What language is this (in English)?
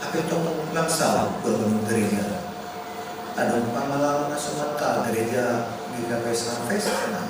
Batak Simalungun